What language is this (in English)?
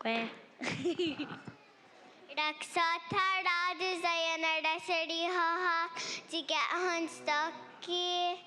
Mohawk